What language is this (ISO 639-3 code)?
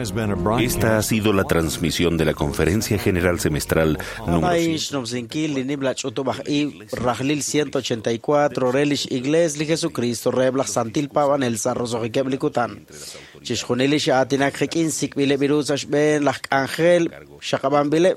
kek